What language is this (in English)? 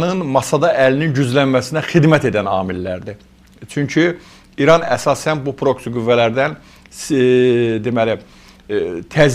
Azerbaijani